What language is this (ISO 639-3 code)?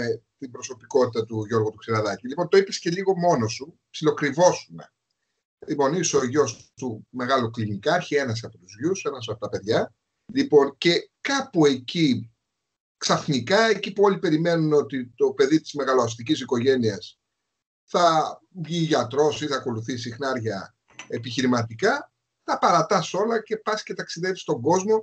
ell